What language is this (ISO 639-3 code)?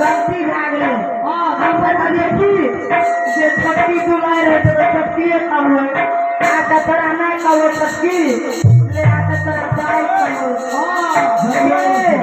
mai